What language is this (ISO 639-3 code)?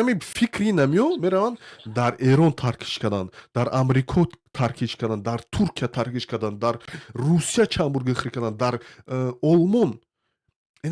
tgk